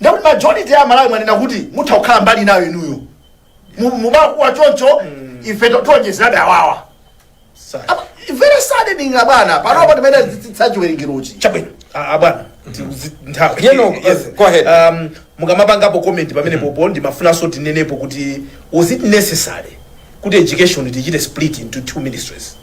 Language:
Nyanja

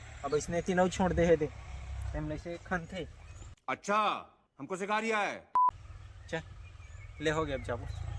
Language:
Chhattisgarhi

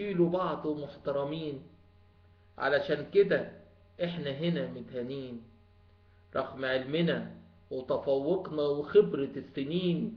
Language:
Egyptian Arabic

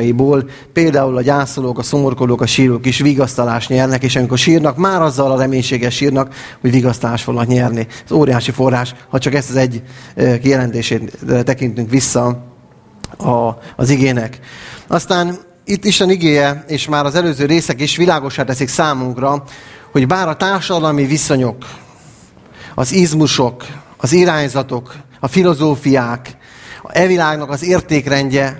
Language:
Hungarian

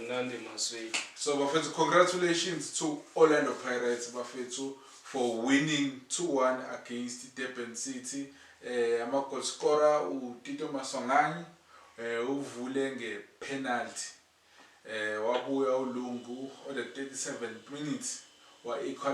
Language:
Zulu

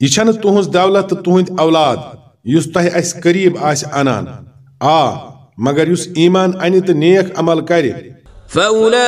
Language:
Kashmiri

